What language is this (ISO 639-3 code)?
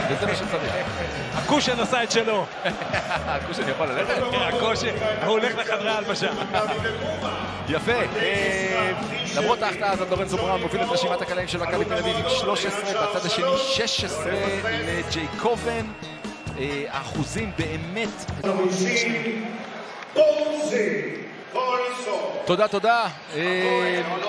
heb